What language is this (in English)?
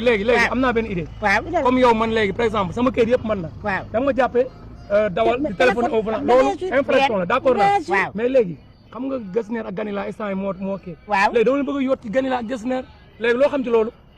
Wolof